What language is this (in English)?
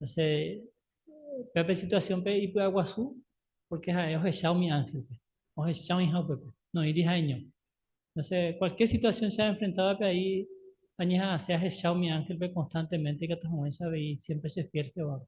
Guarani